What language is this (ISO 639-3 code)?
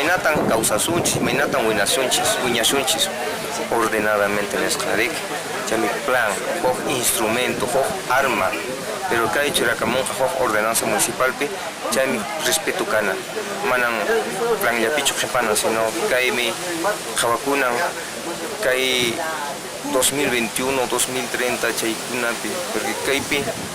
que